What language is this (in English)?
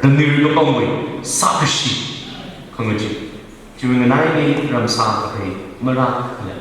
Tangkhul Naga (India)